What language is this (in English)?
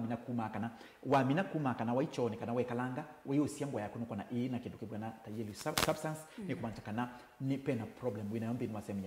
Kamba